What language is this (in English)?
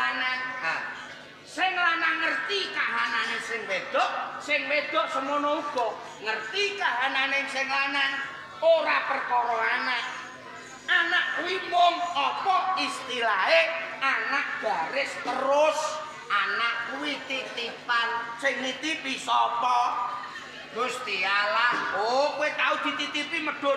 Javanese